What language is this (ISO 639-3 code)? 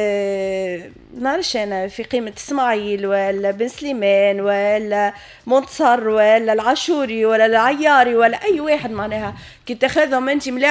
aeb